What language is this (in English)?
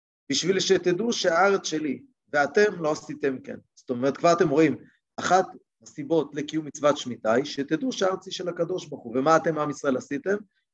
Hebrew